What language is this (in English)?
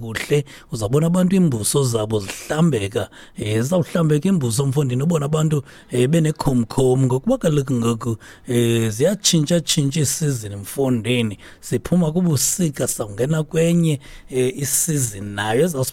Xhosa